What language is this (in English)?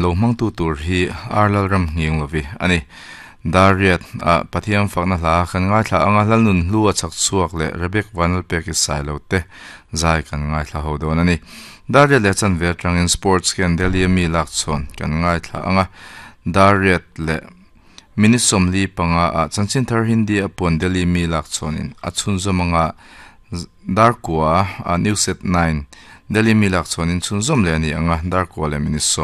Mizo